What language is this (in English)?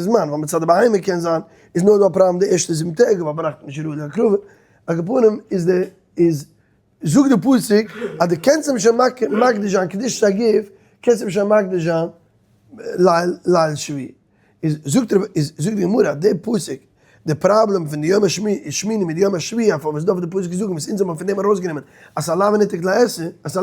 Yiddish